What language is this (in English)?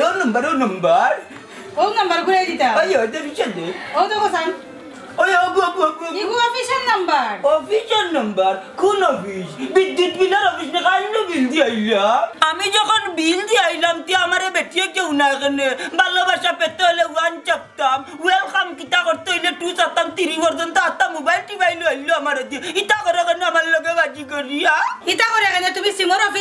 Sylheti